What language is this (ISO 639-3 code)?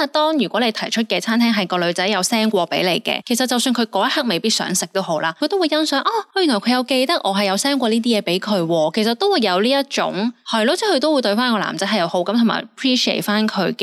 yue